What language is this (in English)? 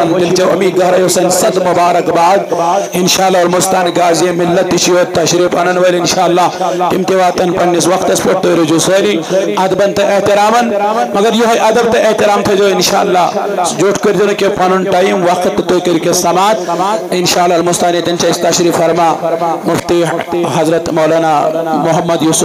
Kashmiri